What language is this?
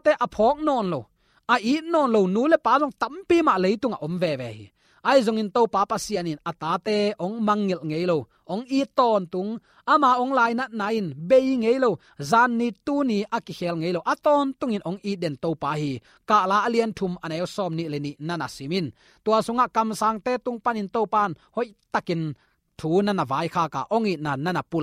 Tedim Chin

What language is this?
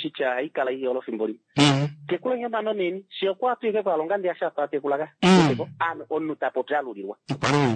Kuanyama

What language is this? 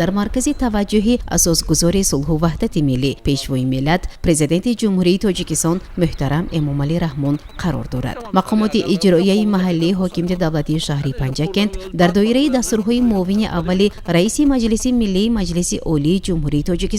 Tajik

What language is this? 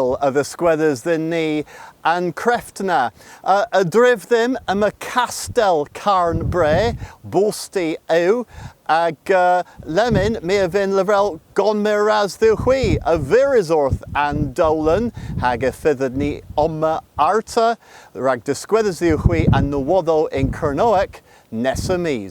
Cornish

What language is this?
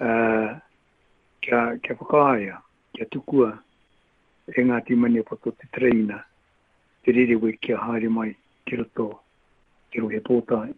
Māori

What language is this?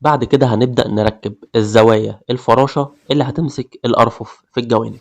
Egyptian Arabic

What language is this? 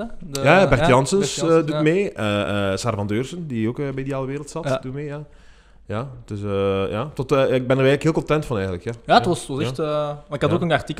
Dutch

